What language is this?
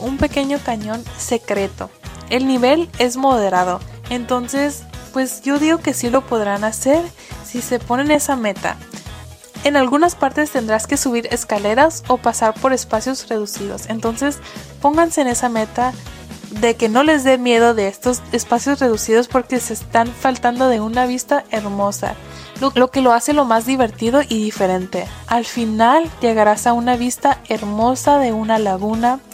Spanish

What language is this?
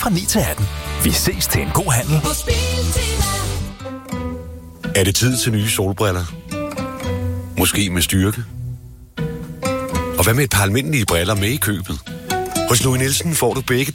Danish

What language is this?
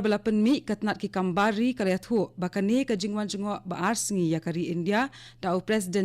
Khasi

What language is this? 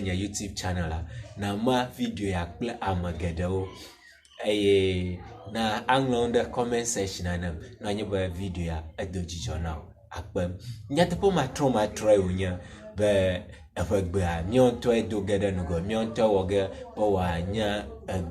Ewe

